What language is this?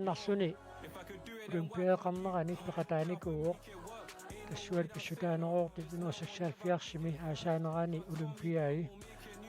Kalaallisut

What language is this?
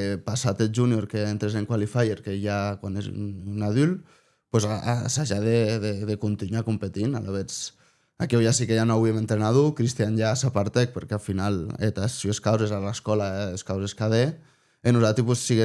Occitan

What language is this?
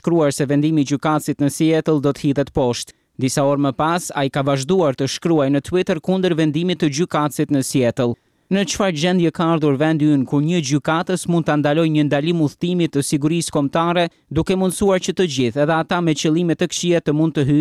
Albanian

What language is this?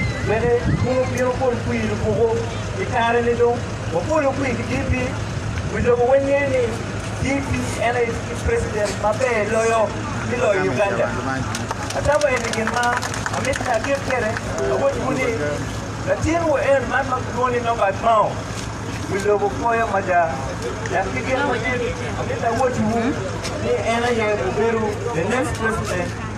Acoli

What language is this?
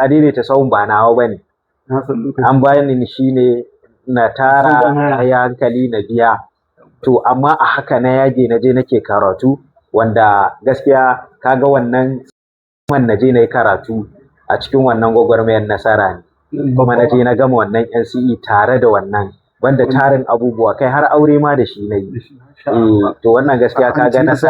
Hausa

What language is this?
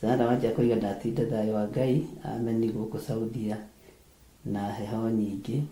Kikuyu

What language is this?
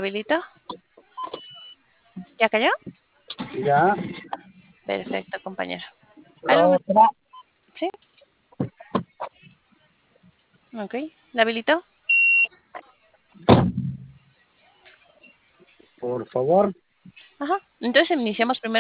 Spanish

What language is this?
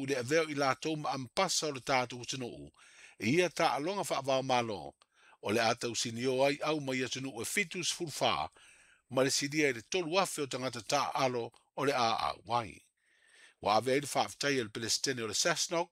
Samoan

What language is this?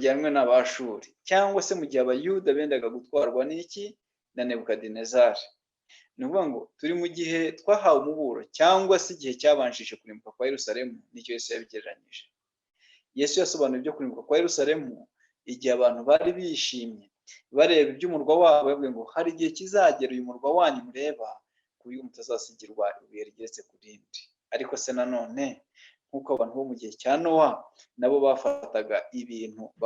Kinyarwanda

